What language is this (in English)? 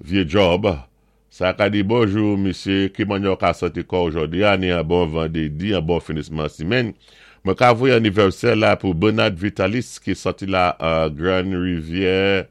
Saint Lucian Creole French